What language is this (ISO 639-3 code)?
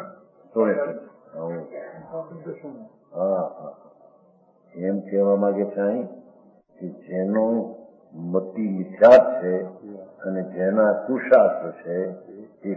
guj